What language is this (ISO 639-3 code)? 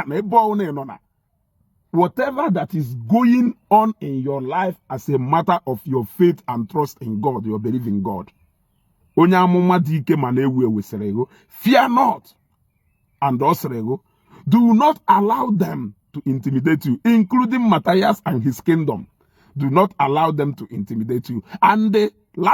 ibo